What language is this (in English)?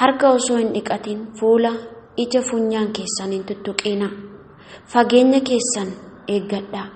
Oromo